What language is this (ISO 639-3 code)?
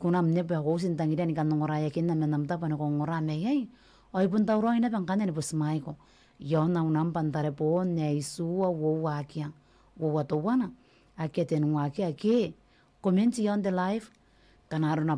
gil